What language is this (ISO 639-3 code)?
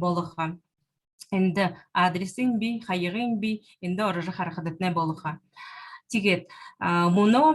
bua